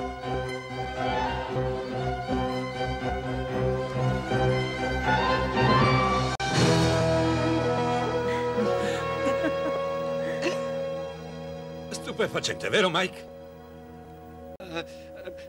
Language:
Italian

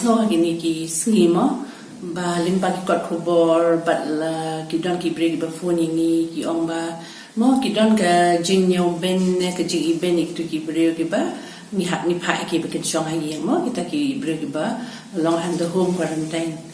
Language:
Khasi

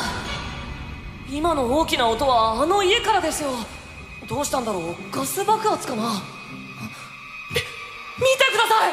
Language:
Japanese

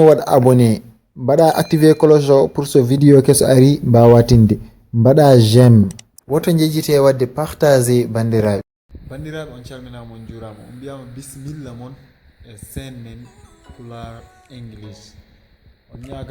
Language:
Fula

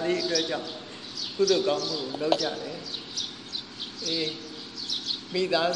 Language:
Burmese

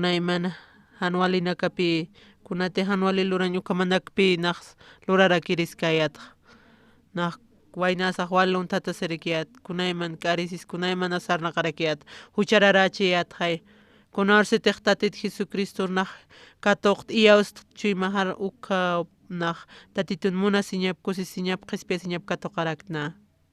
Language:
Aymara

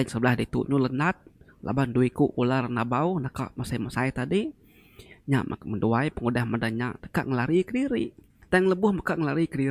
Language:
Iban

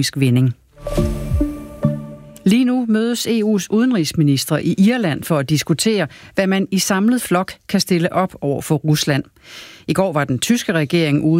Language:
Danish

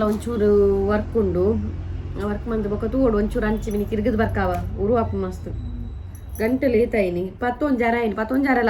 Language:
Tulu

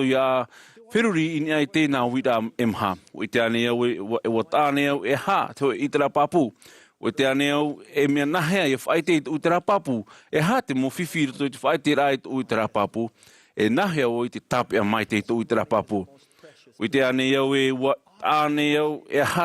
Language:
Tahitian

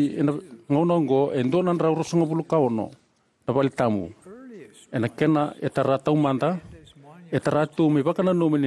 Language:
Fijian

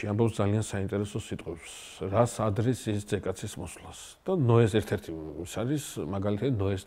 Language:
Georgian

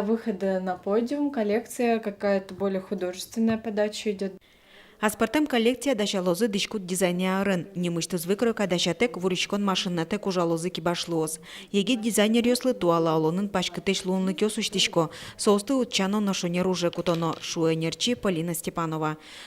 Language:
Udmurt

